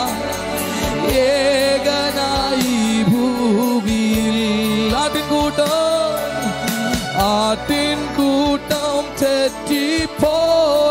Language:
Malayalam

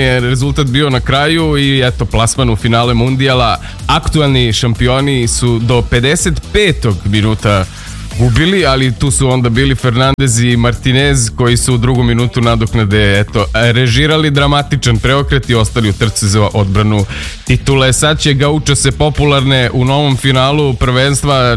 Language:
Serbian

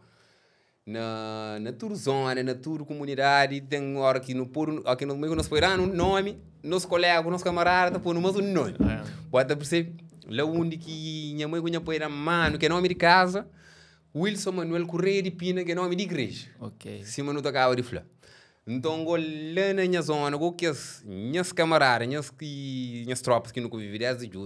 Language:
Kabuverdianu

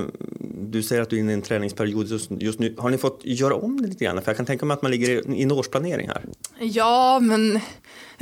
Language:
Swedish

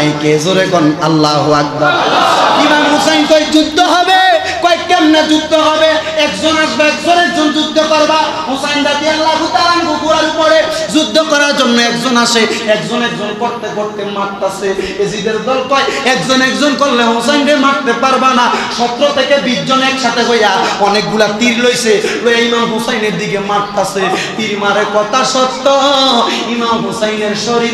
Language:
Bangla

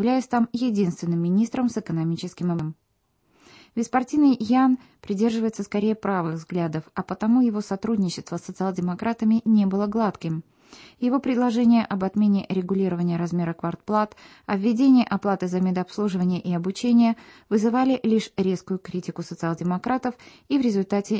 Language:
Russian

